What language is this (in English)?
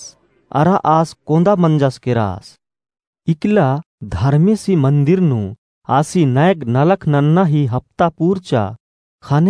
Kurukh